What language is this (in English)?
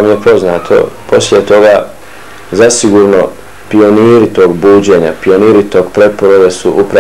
Bosnian